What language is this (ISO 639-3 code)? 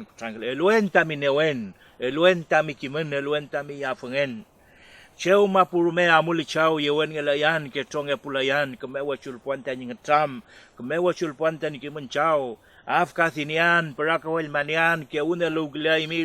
arn